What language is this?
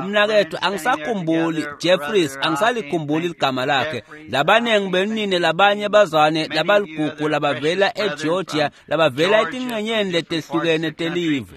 Swati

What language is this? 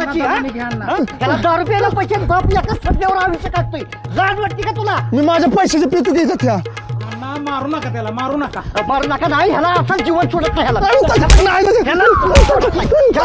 Marathi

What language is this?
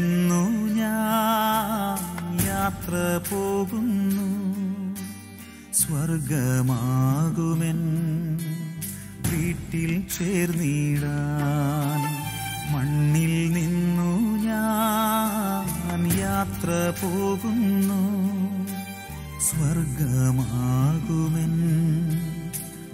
Malayalam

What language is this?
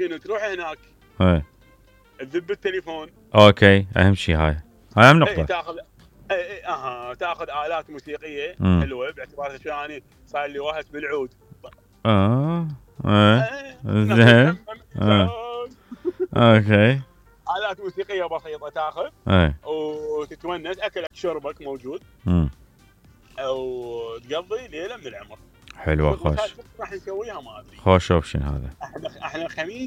Mesopotamian Arabic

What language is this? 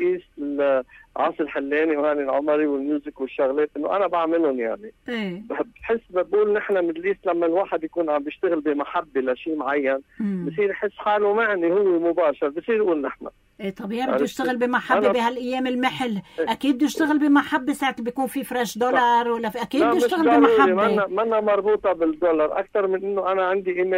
North Levantine Arabic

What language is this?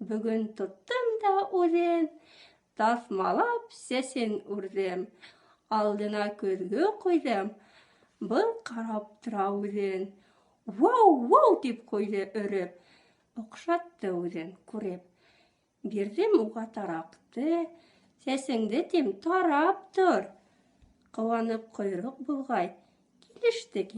Bashkir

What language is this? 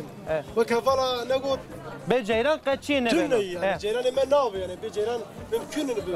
Zaza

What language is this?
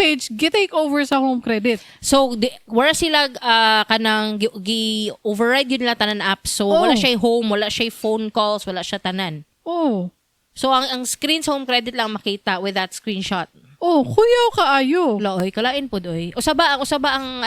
Cebuano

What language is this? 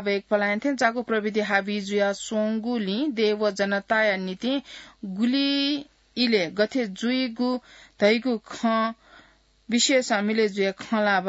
Newari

